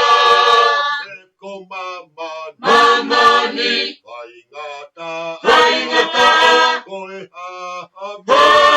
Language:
Tongan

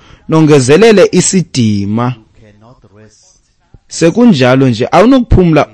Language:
Xhosa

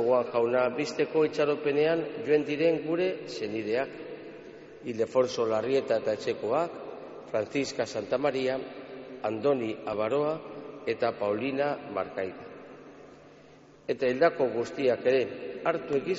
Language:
Basque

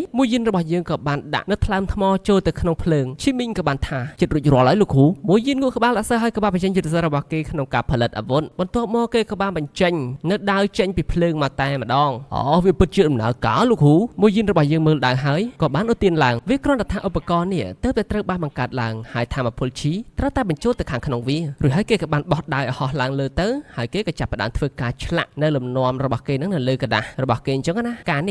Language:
Khmer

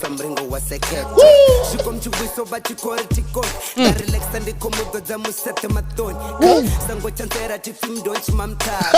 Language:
Venda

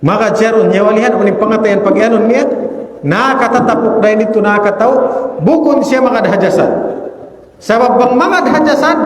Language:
Tausug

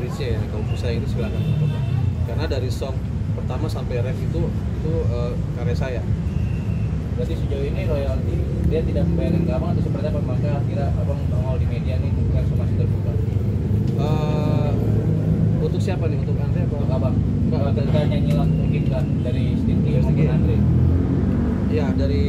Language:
Indonesian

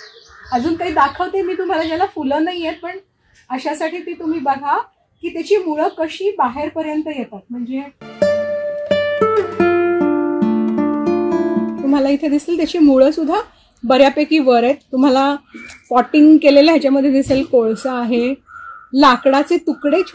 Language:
Marathi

